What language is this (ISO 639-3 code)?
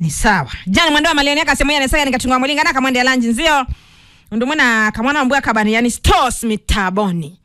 kam